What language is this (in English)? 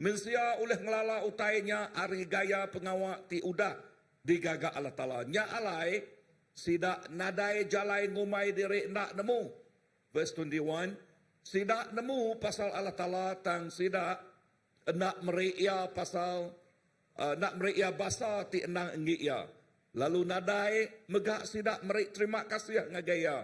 Iban